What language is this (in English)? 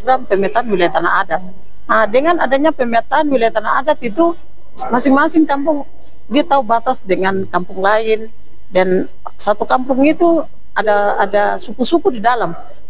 Indonesian